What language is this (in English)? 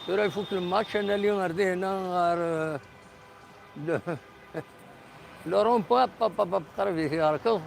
Kabyle